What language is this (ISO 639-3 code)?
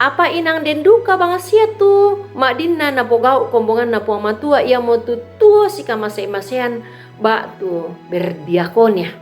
sda